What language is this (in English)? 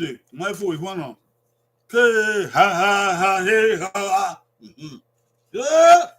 Bini